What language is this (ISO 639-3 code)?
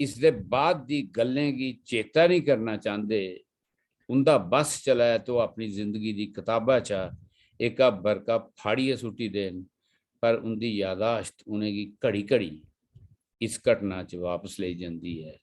doi